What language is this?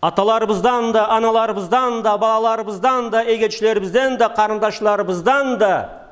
Karachay-Balkar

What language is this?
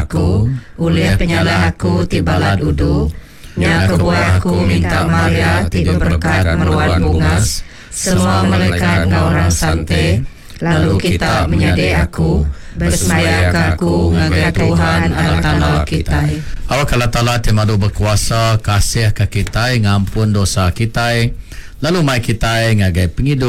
Iban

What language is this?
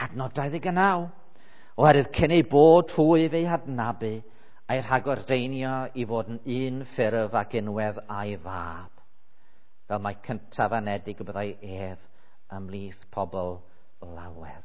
Welsh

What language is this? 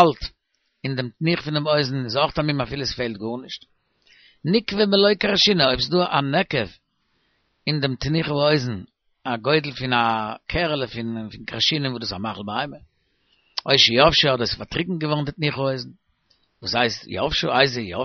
Yiddish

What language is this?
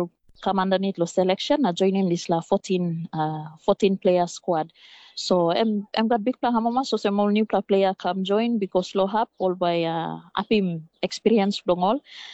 Tok Pisin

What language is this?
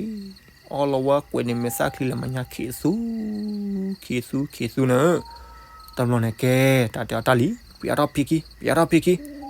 S'gaw Karen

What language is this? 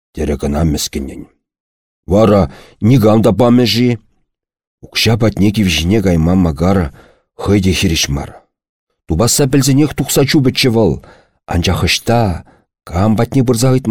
Chuvash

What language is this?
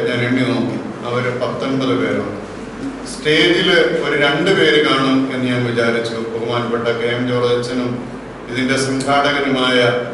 Malayalam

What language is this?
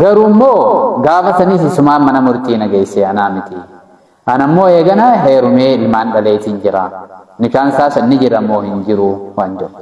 Oromo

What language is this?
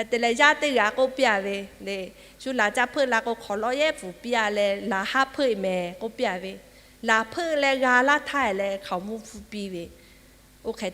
Lahu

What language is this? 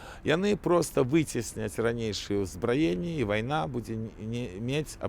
Belarusian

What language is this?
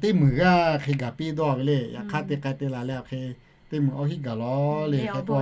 Lahu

